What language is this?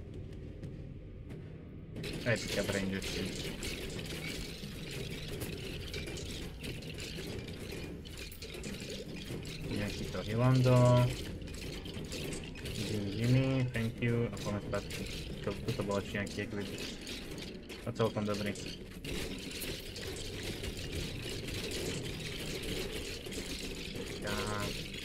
Slovak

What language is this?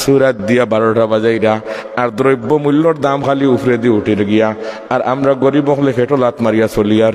Sylheti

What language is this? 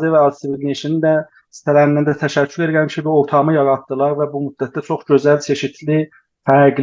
South Azerbaijani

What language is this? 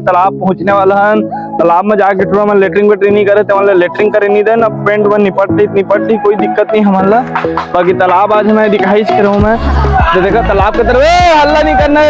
Chhattisgarhi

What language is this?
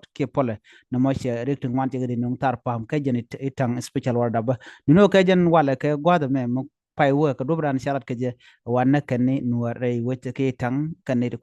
Nuer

